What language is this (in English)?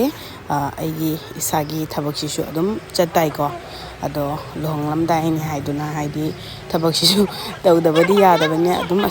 Manipuri